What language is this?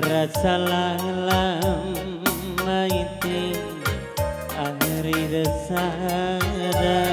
Batak Karo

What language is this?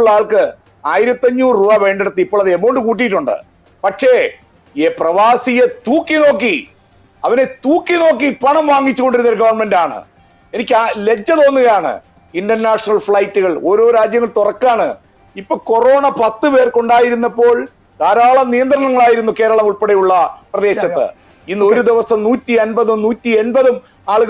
Malayalam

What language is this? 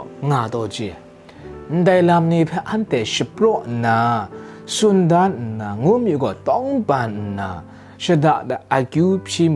Kachin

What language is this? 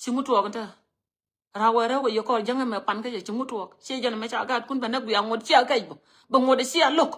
Nuer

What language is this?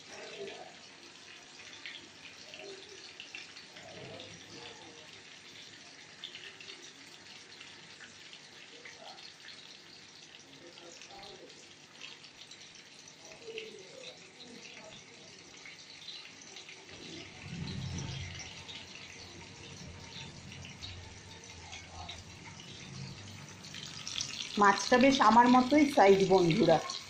Bangla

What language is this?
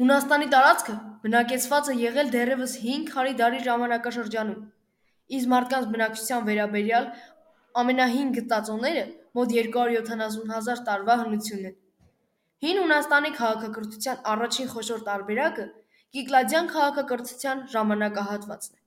Armenian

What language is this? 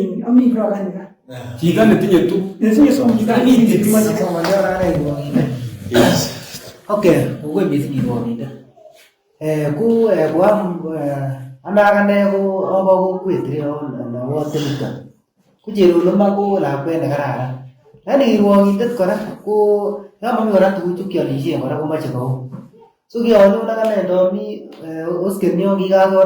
Kalenjin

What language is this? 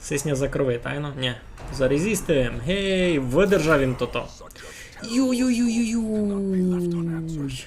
Rusyn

